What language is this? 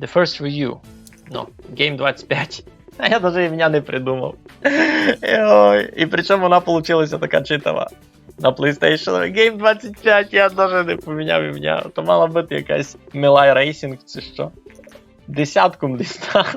Rusyn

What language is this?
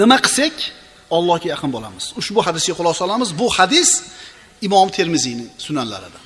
Uzbek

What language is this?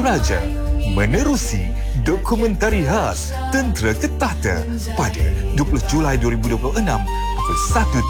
Malay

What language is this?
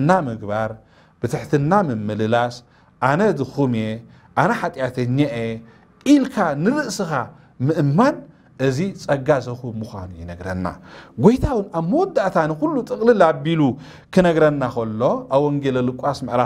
Tigrinya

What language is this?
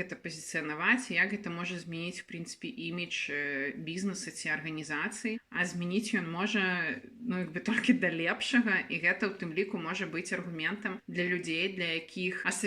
Belarusian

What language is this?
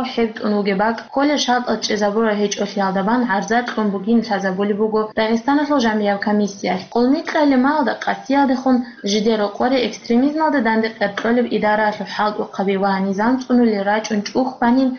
Avaric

